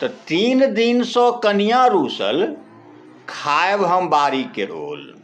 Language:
Maithili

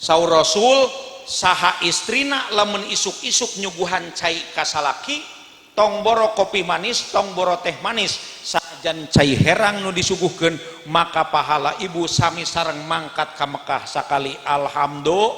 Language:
Sundanese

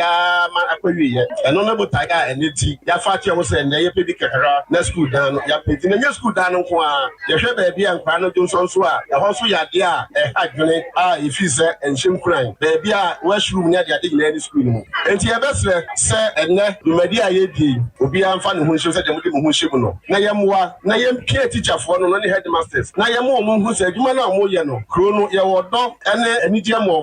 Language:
Akan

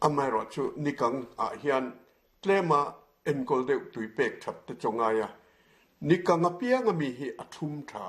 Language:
Mizo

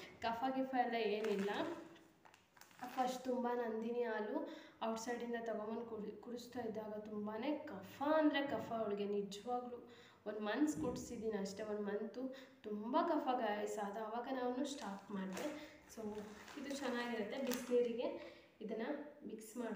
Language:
Kannada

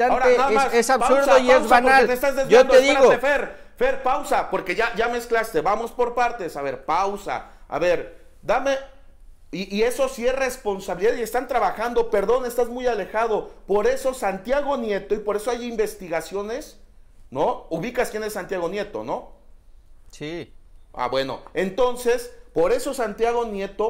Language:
Spanish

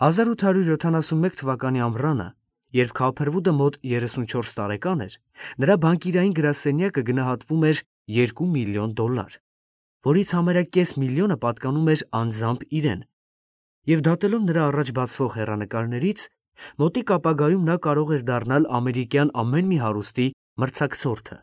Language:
Armenian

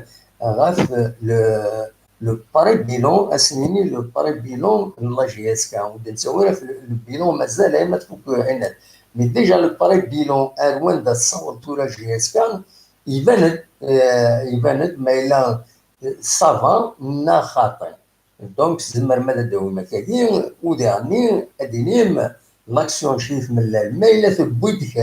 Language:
Kabyle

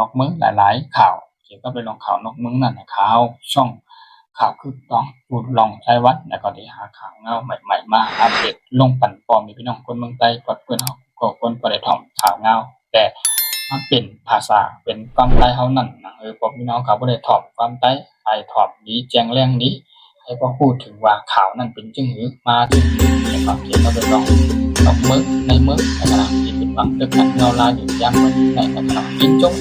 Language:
Shan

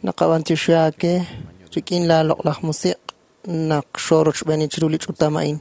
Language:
Kekchí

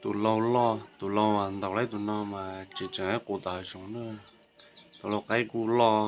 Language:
Hmong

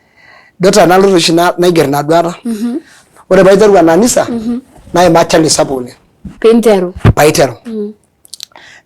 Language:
Masai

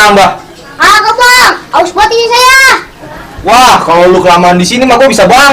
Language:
Betawi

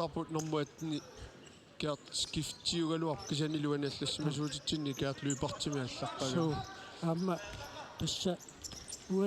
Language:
Kalaallisut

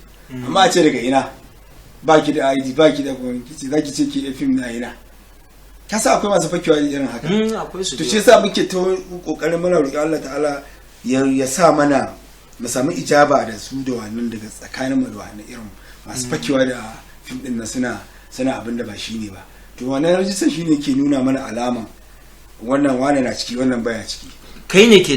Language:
Hausa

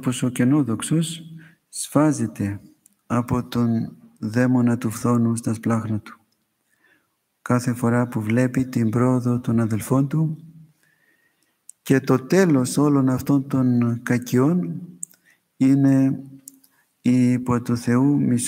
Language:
Greek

